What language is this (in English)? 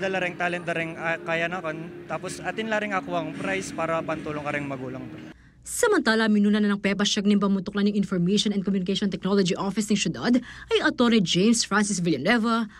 Pampanga